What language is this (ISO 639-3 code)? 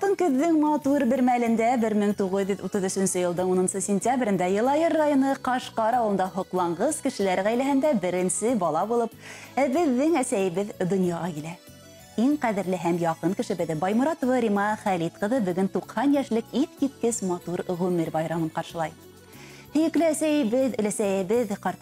bak